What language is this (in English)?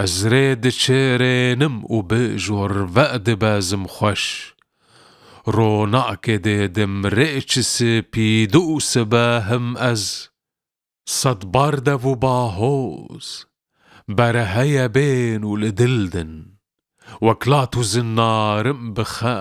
Kurdish